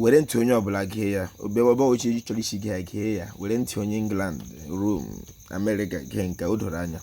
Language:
Igbo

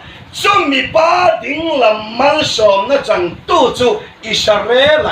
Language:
Hmar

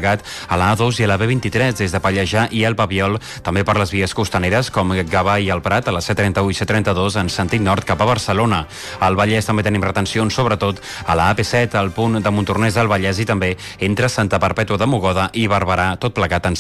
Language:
Catalan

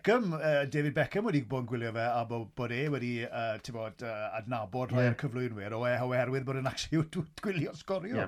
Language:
Welsh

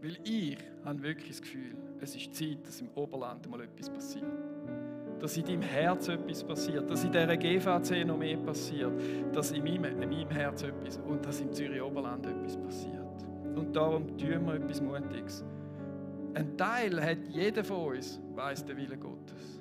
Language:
Swiss German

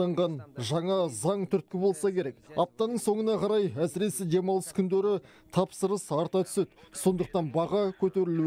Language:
Kazakh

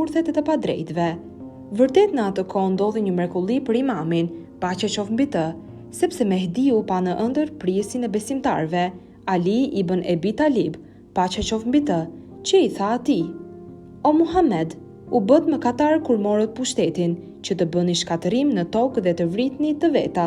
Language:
Albanian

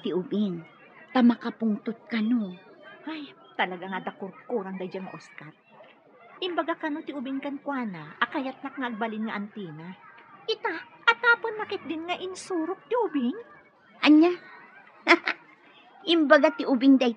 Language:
Iloko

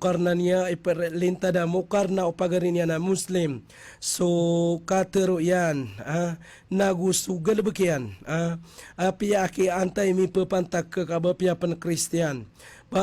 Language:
Maranao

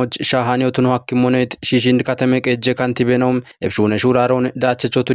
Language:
Kafa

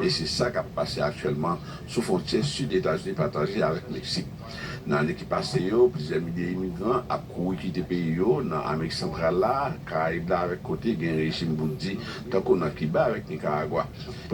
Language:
Haitian Creole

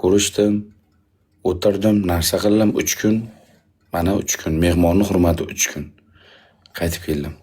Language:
Uzbek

